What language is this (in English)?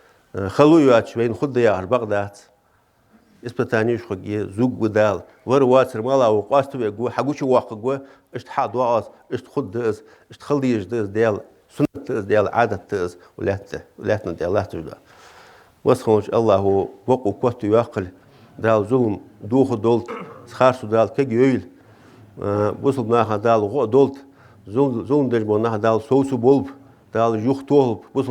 Ingush